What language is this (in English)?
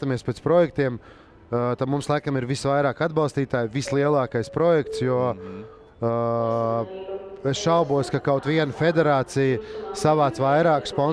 Latvian